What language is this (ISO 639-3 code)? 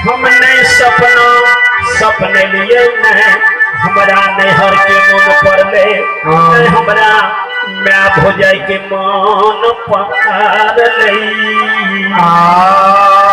mai